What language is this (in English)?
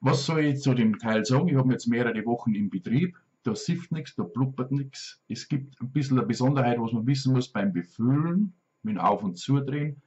Bavarian